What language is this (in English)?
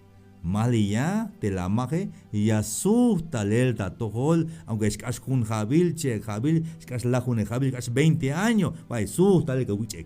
Tzeltal